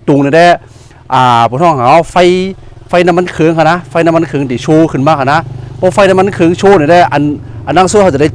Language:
Shan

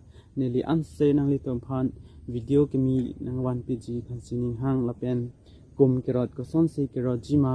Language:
Karbi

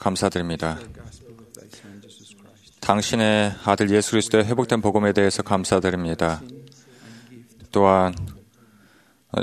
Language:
Korean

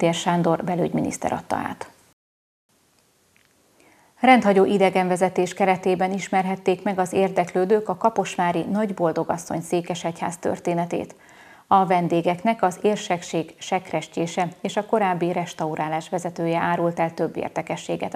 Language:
Hungarian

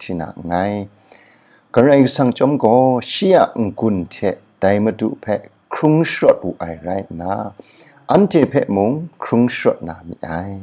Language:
Kachin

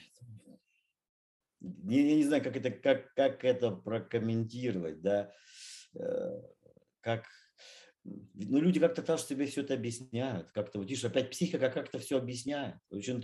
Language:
Russian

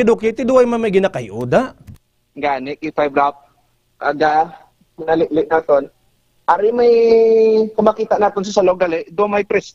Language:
Hiligaynon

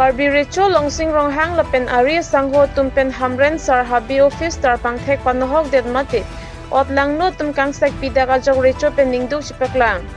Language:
Karbi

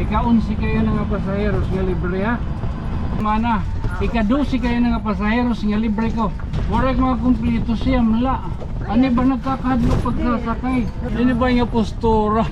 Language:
Waray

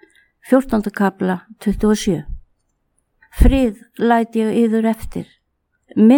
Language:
Icelandic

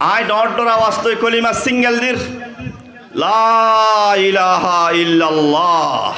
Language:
Rohingya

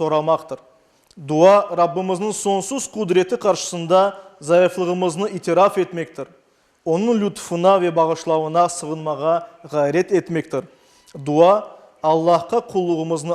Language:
Crimean Tatar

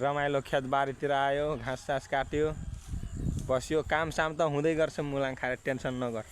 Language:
Nepali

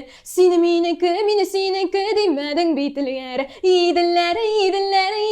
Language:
Tatar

